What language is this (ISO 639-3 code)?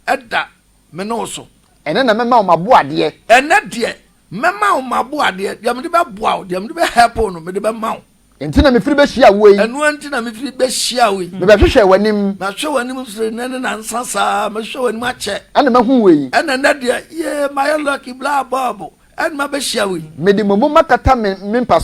aka